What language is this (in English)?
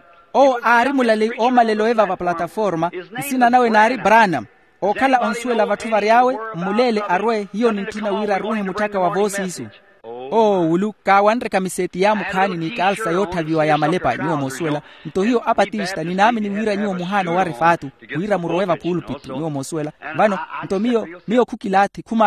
Makhuwa